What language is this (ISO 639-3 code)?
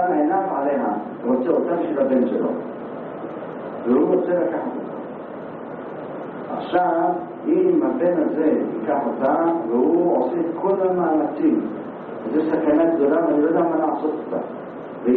heb